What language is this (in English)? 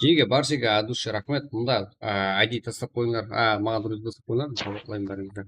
Kara-Kalpak